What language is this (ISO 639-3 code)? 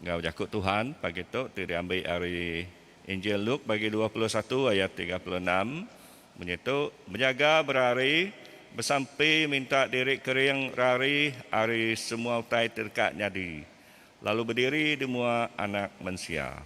iba